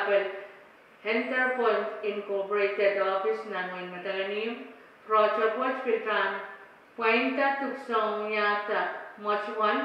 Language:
Pohnpeian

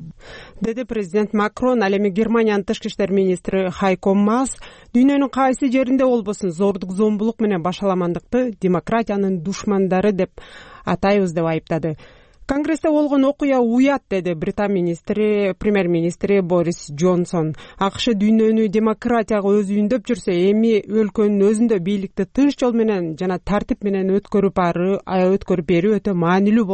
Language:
Kyrgyz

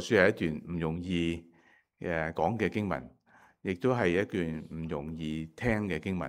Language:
Cantonese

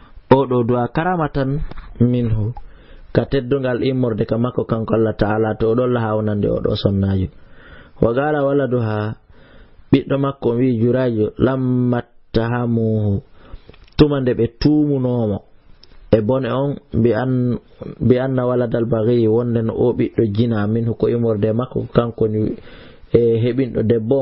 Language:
Fula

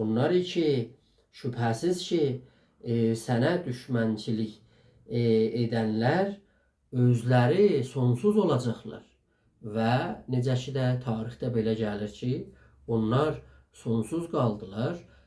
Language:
South Azerbaijani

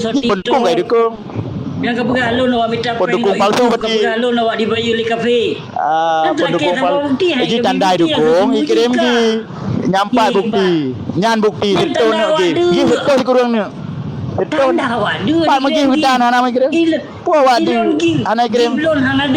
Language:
Achinese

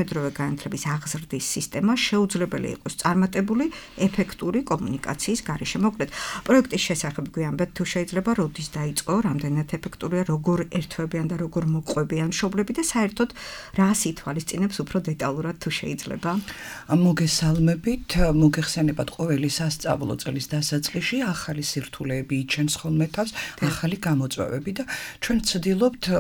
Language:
Georgian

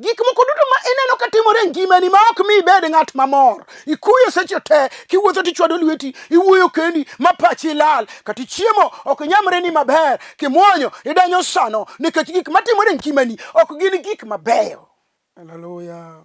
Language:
Luo (Kenya and Tanzania)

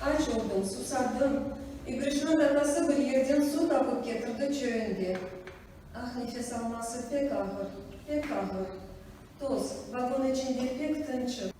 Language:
Crimean Tatar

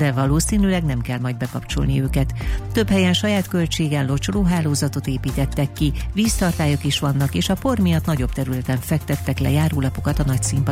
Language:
Hungarian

